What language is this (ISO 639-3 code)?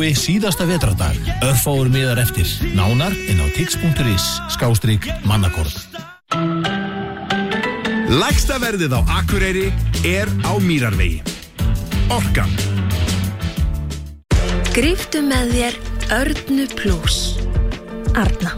isl